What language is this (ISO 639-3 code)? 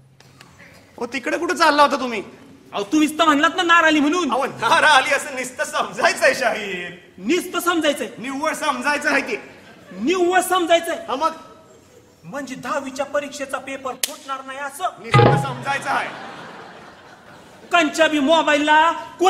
mar